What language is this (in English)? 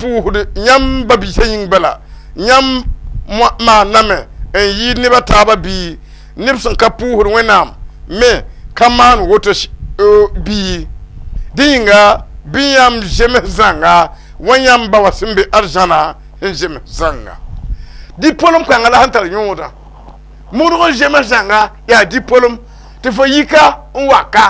Mossi